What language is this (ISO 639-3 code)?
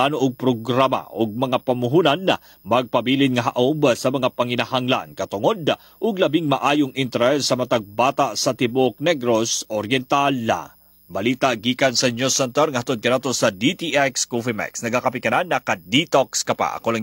ceb